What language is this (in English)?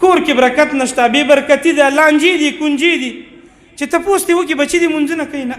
Pashto